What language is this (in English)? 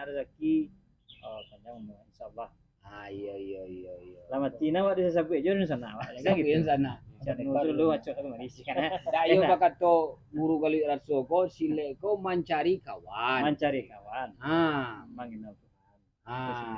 Minangkabau